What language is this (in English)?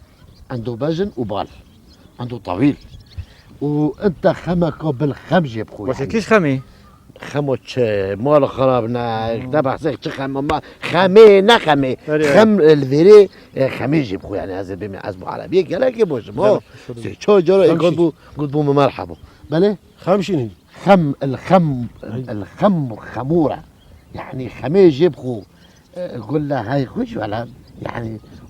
Kurdish